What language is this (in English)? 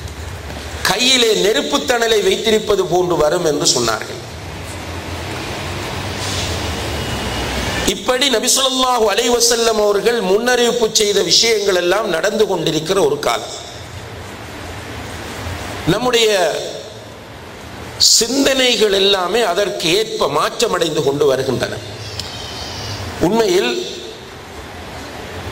Tamil